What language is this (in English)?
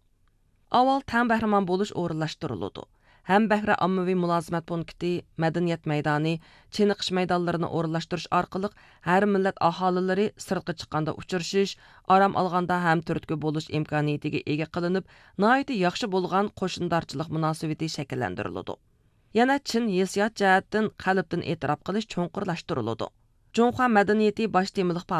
Uyghur